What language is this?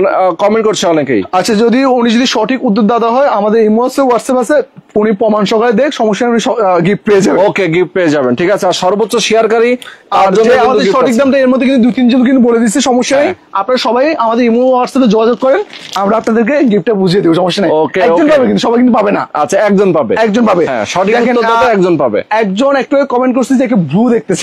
Bangla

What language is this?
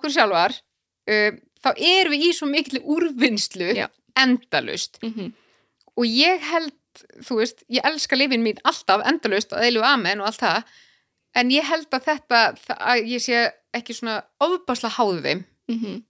Icelandic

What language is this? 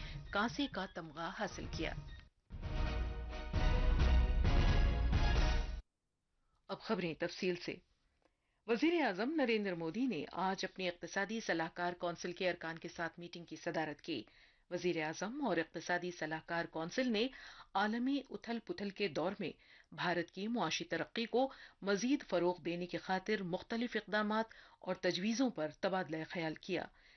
Urdu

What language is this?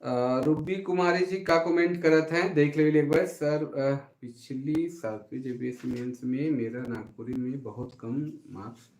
Sadri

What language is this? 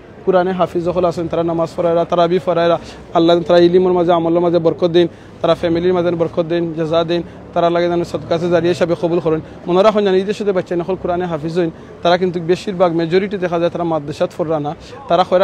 Sylheti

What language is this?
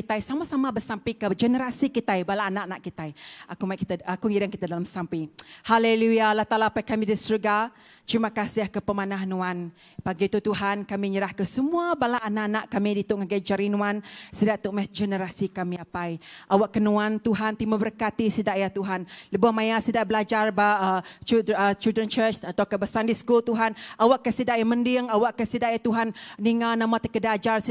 Iban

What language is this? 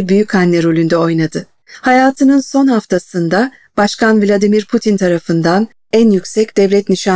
Turkish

